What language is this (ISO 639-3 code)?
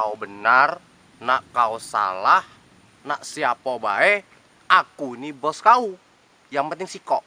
mui